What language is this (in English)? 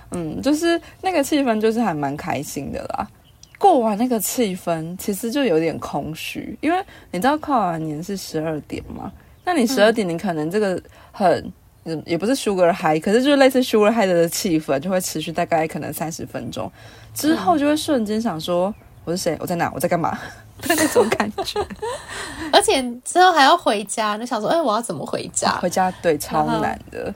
Chinese